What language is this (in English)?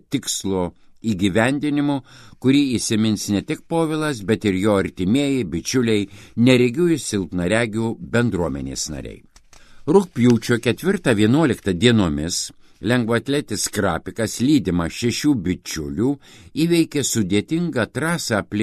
Lithuanian